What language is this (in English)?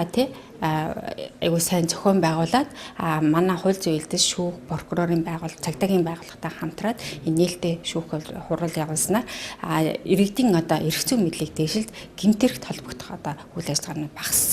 Mongolian